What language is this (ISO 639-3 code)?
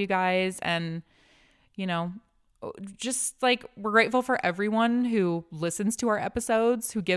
eng